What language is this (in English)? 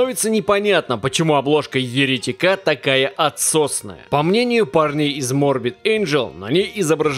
Russian